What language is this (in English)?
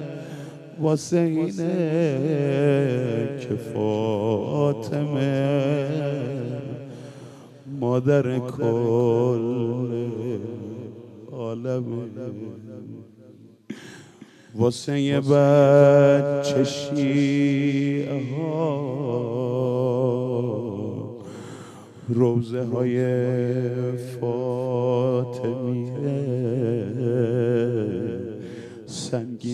Persian